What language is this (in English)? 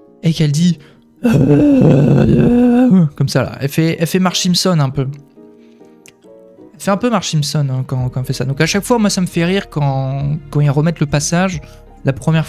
French